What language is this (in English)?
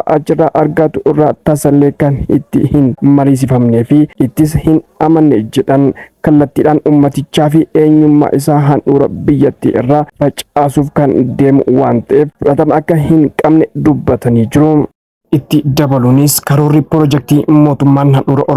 Oromo